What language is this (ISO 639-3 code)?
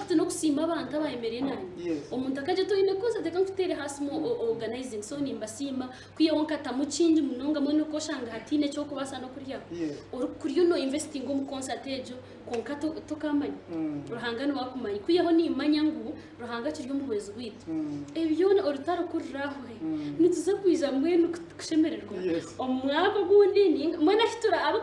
nyn